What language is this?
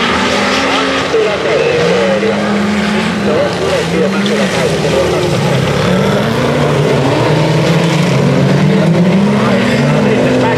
Finnish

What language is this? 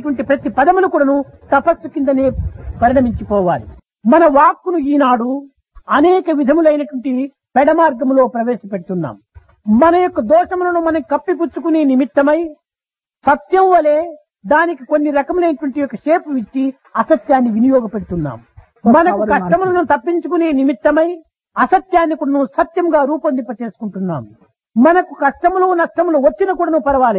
Telugu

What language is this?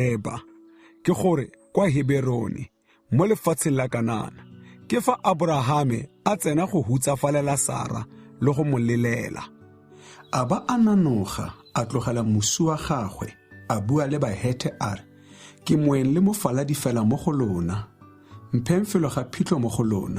Tswana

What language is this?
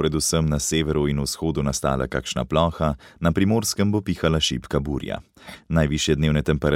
Slovenian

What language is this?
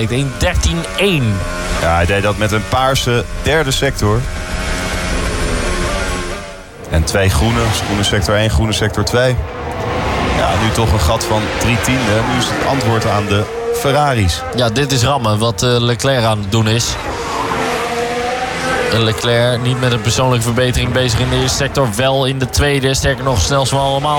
Dutch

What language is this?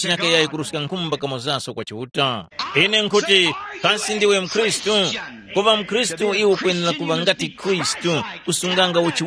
Tumbuka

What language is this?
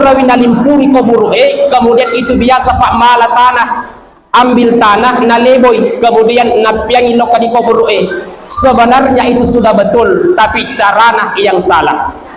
Buginese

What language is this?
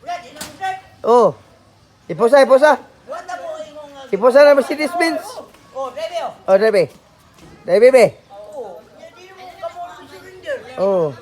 Cebuano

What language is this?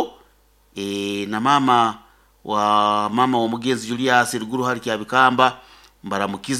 Nyoro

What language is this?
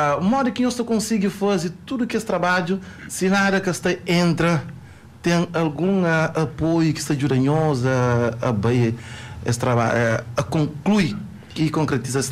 Kabuverdianu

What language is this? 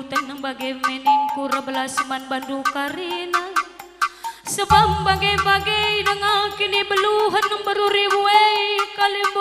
Batak Karo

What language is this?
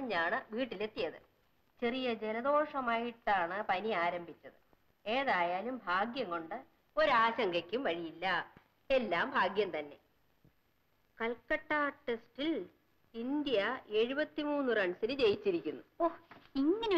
Malayalam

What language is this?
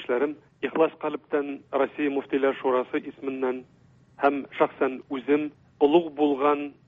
Tatar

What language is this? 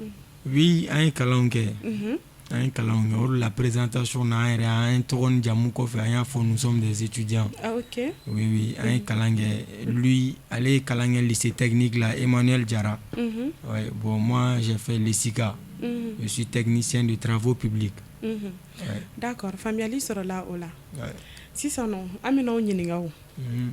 Bambara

